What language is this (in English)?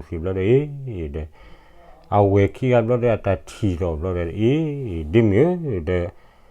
S'gaw Karen